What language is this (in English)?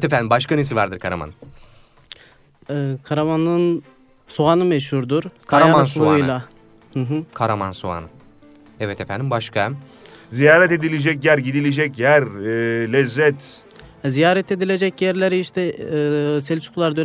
Turkish